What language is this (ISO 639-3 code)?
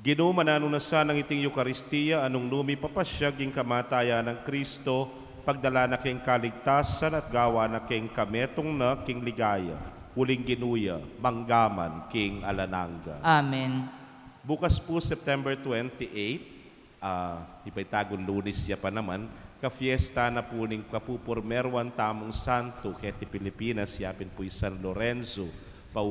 pam